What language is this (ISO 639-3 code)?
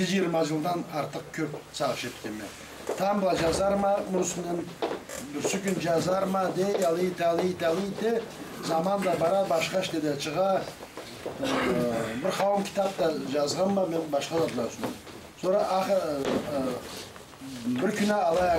krc